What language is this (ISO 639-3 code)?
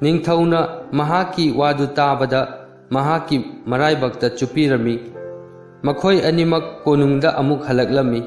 mni